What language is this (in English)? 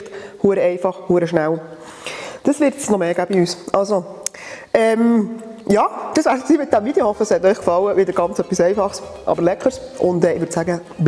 Swiss German